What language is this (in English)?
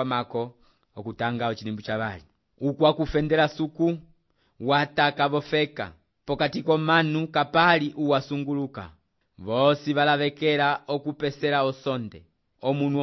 Umbundu